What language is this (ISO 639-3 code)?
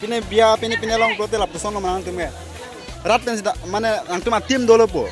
mjw